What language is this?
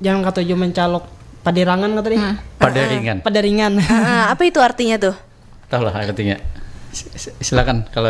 Banjar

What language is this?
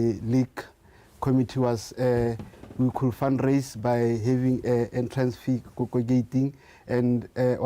Tswana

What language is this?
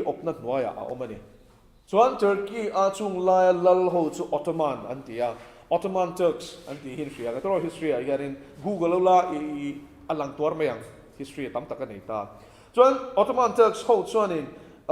Mizo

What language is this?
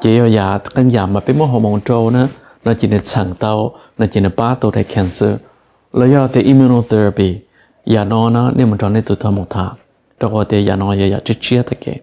Hmong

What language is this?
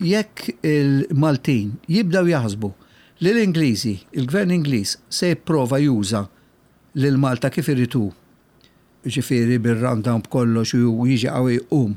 Maltese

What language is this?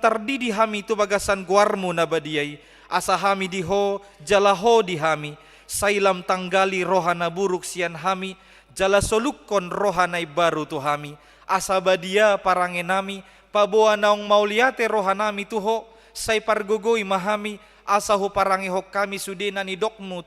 Batak Toba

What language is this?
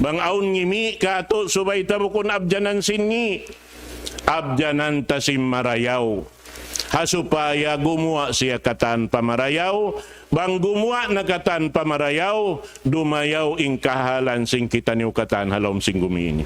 Tausug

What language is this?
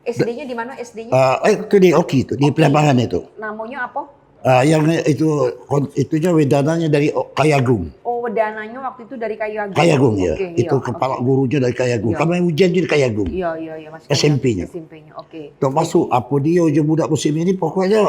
Musi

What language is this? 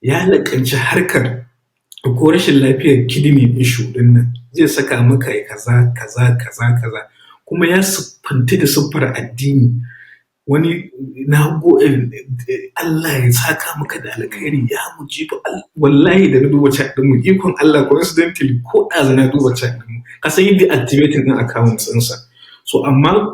Hausa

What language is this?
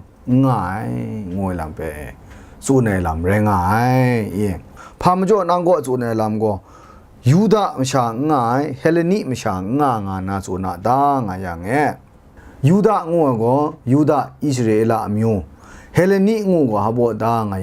Kachin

